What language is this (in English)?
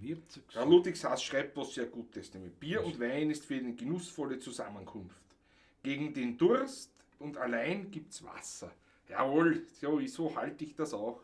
Bavarian